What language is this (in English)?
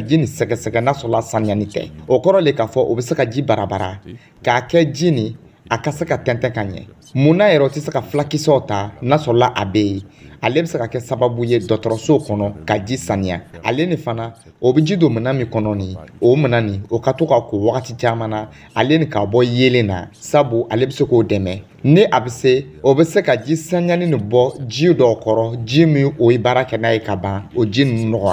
Dyula